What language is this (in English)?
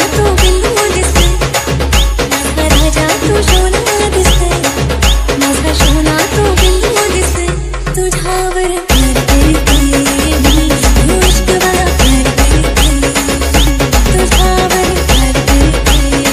Marathi